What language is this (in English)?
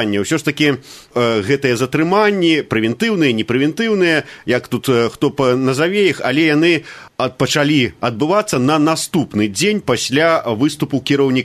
Belarusian